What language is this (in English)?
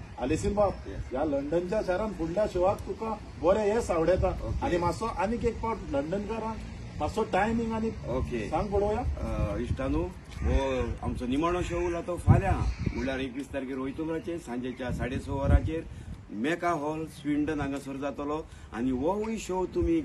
Konkani